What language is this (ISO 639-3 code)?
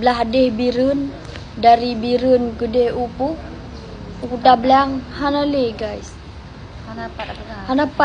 ace